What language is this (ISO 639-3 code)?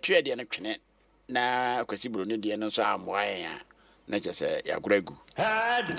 aka